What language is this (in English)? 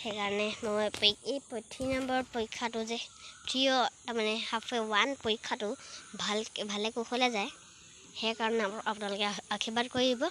Assamese